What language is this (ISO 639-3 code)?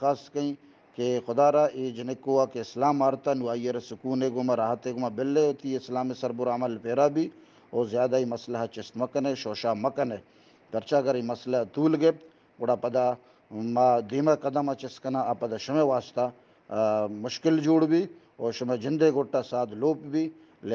bgp